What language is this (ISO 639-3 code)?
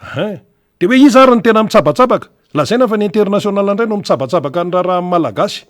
mlg